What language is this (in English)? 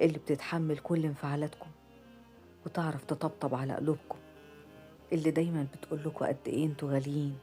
Egyptian Arabic